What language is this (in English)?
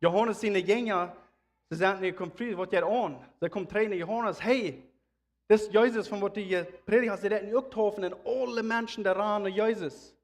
Plautdietsch